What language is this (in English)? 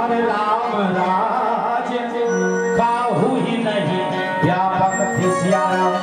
Chhattisgarhi